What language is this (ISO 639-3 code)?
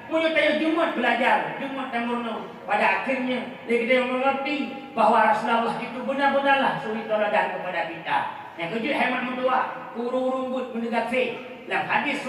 ace